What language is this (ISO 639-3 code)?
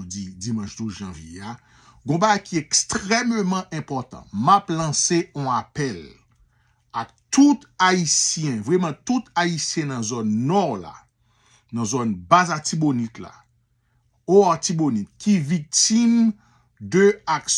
hat